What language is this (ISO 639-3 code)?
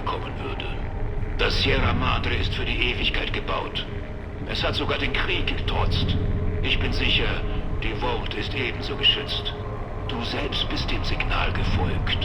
bar